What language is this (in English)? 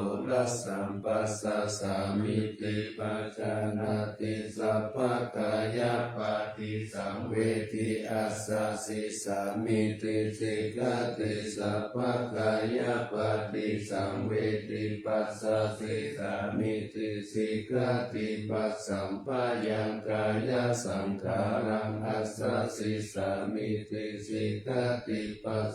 Pali